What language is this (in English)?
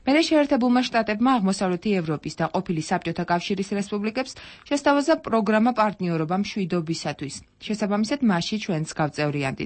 Georgian